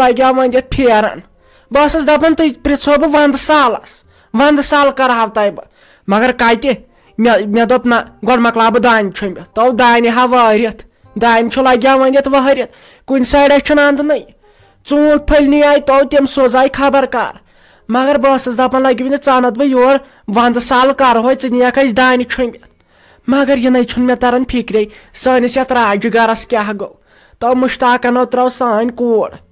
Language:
Kashmiri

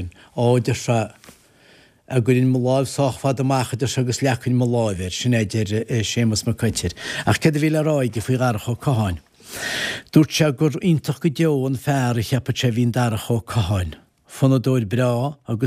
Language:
Irish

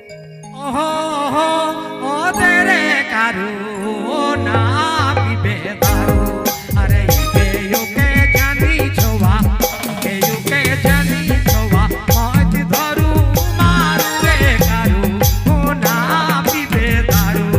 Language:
Sadri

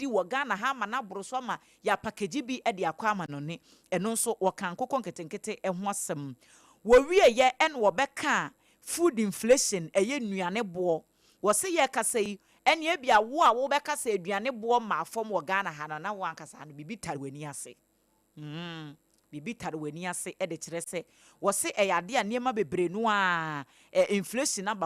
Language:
Akan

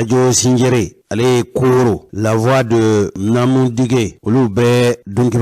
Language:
Bambara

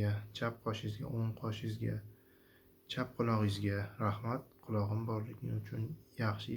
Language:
Uzbek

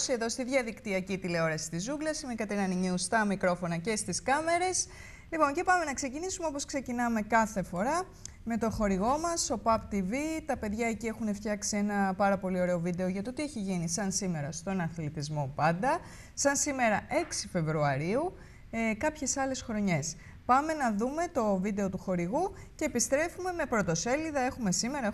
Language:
Greek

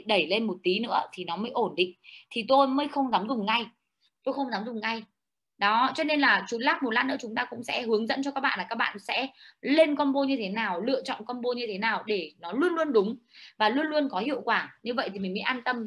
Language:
Vietnamese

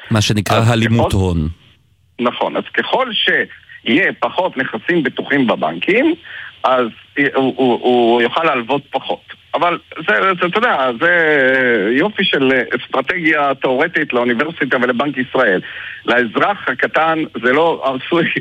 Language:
Hebrew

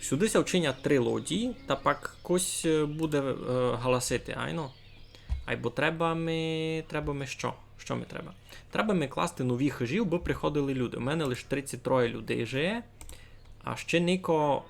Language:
Rusyn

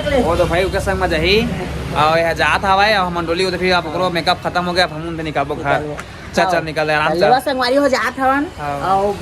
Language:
Chhattisgarhi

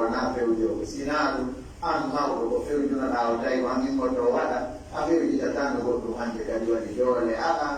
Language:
Pular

